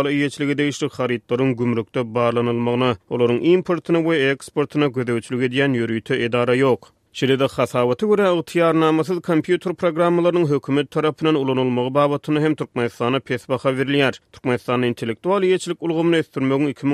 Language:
Turkmen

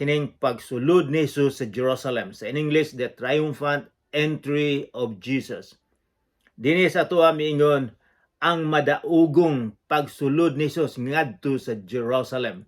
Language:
Cebuano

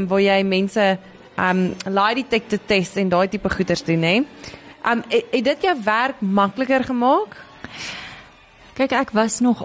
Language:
Afrikaans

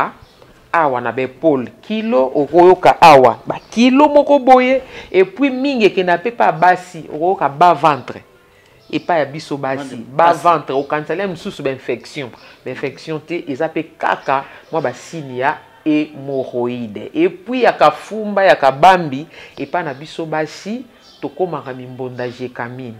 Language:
Lingala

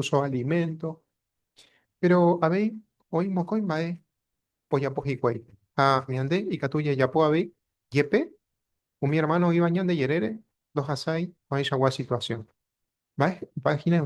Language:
Guarani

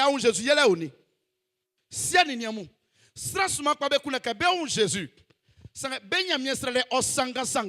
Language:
Baoulé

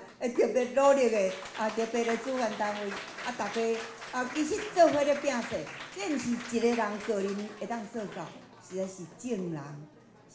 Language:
Min Nan Chinese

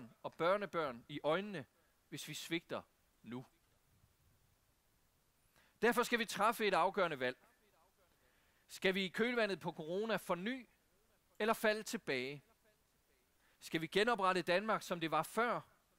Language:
Danish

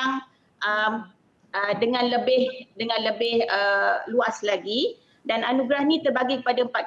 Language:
Malay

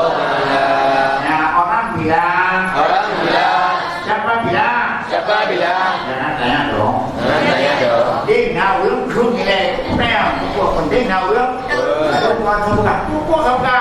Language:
Achinese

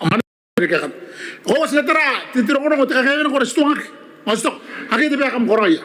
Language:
Gilbertese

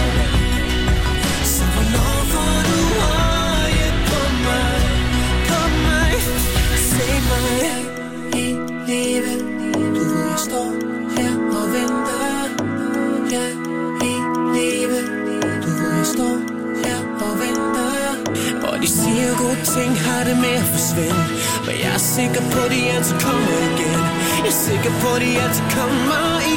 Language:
Danish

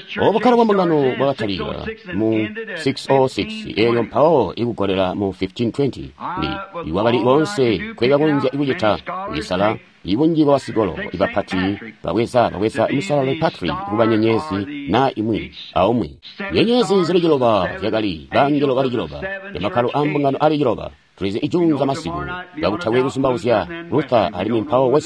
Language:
Tonga (Zambia)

